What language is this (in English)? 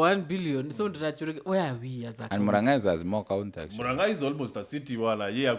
Meru